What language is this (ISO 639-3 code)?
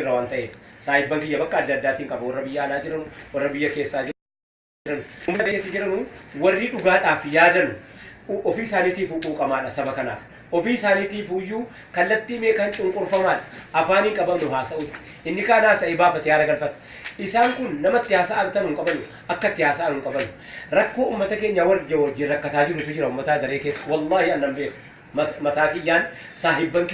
orm